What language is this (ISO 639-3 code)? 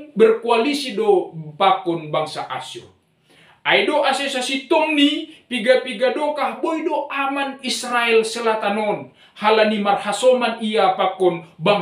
bts